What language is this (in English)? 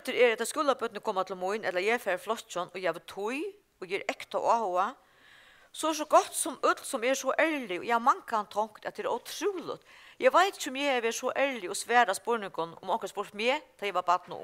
Faroese